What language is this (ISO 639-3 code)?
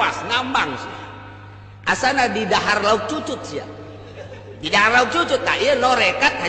sun